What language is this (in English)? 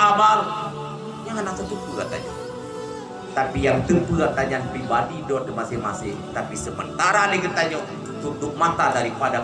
Achinese